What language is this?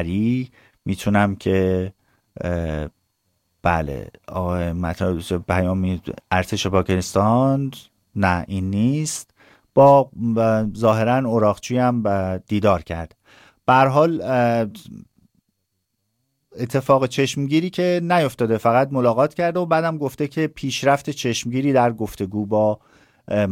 Persian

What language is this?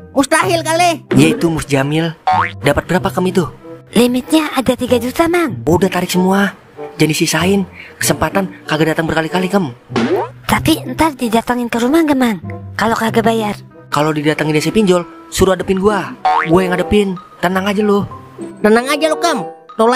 Betawi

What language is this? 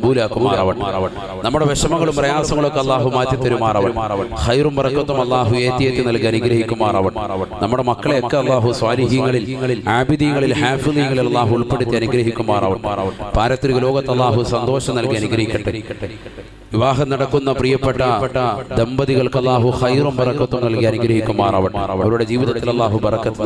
Malayalam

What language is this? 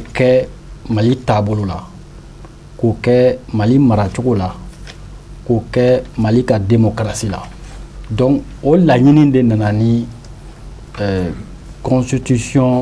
Bambara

